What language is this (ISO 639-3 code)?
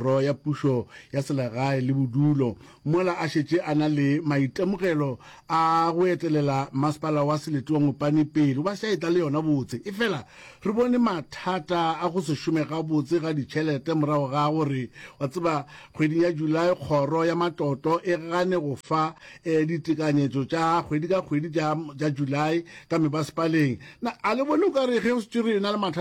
nso